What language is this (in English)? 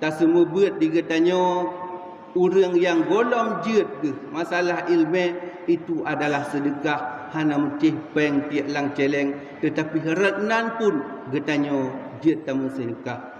Achinese